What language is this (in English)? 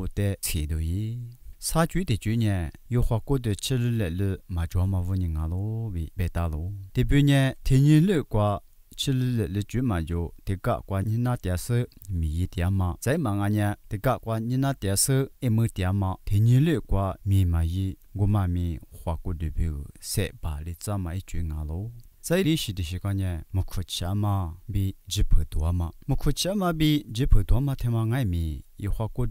Lisu